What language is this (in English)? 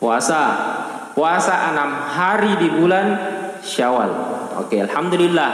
Buginese